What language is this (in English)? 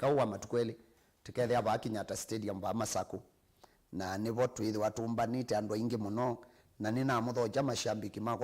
Kamba